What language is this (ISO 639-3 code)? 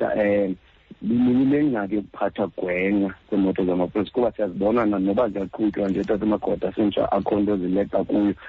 xho